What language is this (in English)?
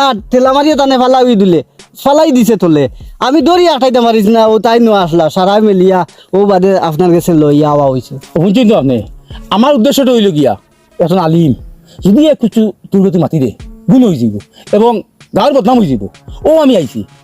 Sylheti